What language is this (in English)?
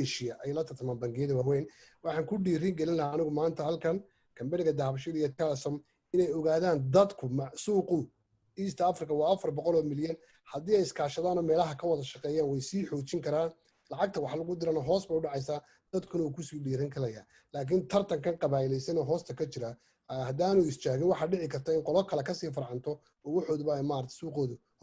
Somali